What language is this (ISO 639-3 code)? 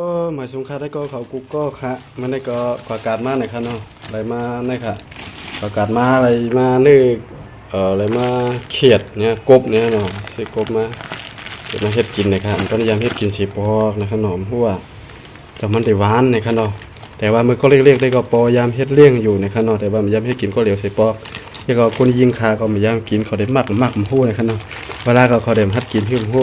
shn